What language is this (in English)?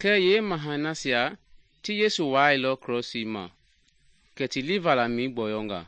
Mende